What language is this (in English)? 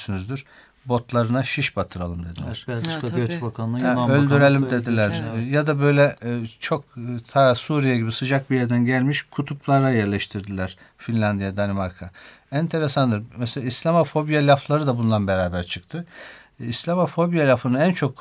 Turkish